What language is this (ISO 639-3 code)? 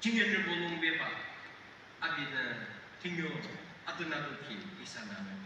yim